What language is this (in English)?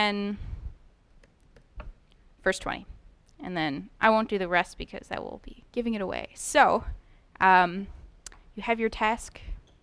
English